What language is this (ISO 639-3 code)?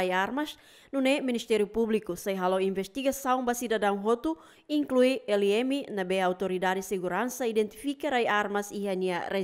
tet